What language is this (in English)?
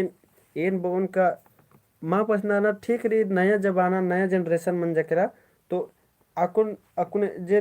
Kurukh